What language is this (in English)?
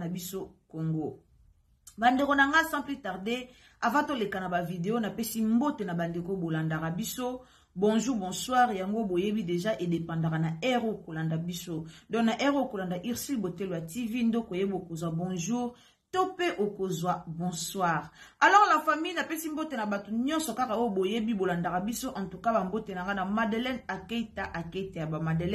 Lingala